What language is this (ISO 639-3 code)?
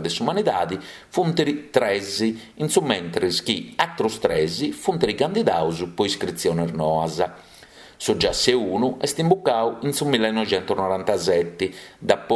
srd